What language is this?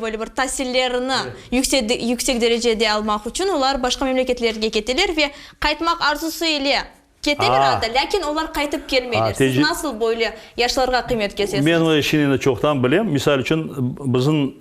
Crimean Tatar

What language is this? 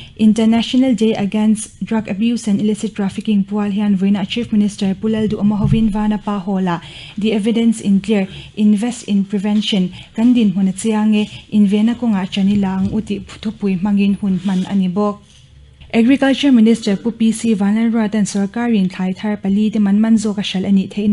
Mizo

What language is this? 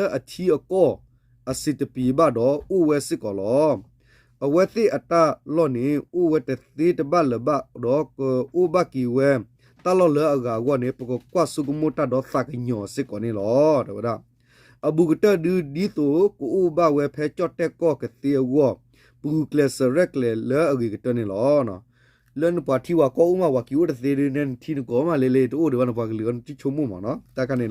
S'gaw Karen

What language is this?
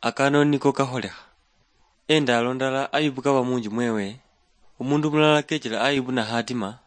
Luyia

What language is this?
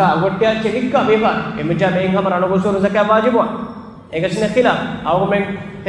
Divehi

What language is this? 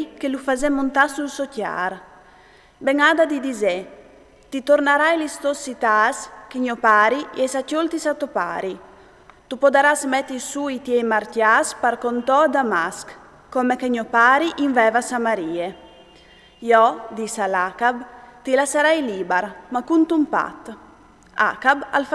Friulian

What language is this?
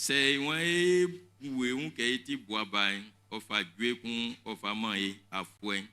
Baoulé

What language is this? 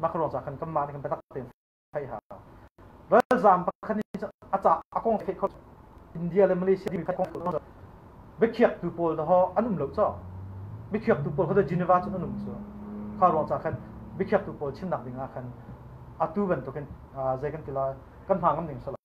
Hakha Chin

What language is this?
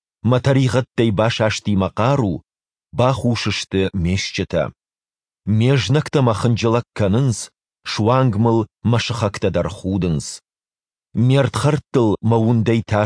Ossetic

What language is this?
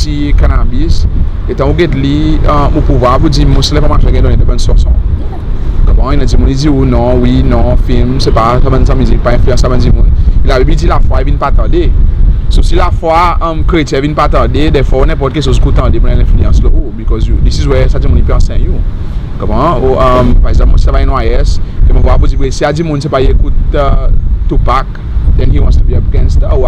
Seselwa Creole French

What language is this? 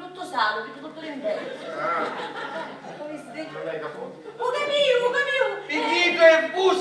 Sicilian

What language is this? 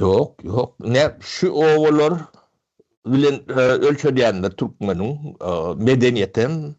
Turkmen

